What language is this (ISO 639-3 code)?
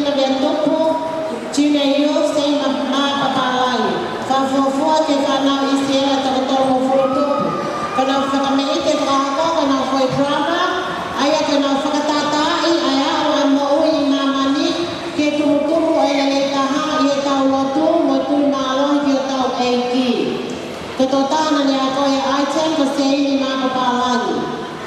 ton